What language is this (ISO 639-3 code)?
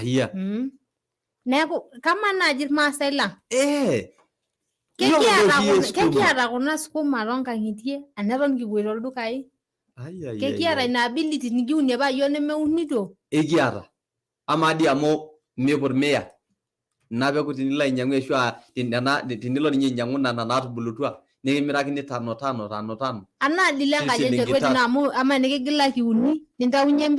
mas